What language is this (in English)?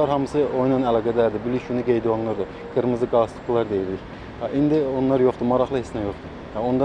Azerbaijani